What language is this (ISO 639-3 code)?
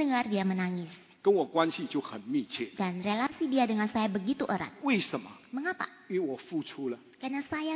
ind